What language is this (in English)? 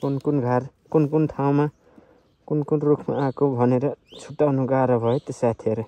Nepali